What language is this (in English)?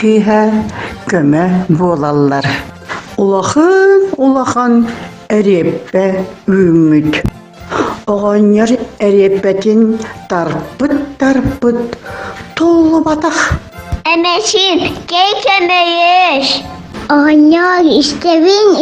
Yakut